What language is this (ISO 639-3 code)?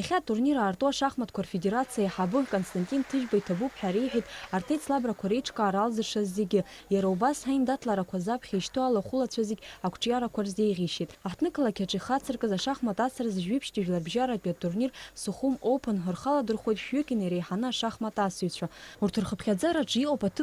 abk